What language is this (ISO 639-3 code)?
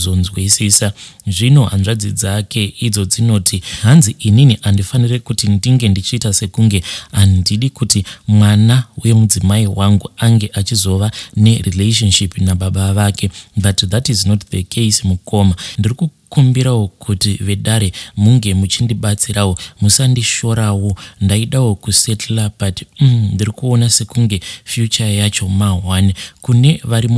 sna